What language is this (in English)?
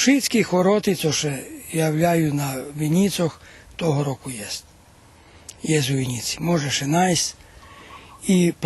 Rusyn